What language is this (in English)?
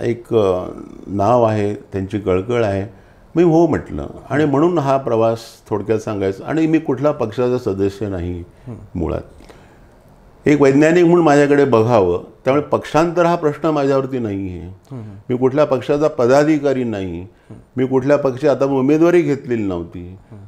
Marathi